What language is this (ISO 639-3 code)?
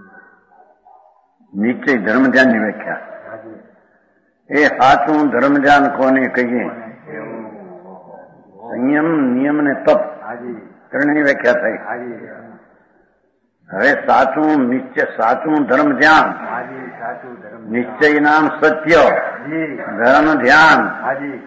guj